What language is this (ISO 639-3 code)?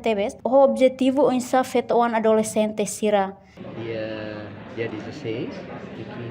tet